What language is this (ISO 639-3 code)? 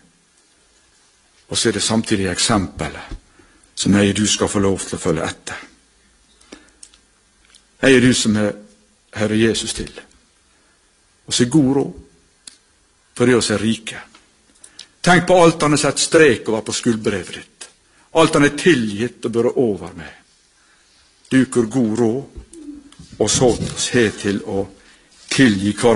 nor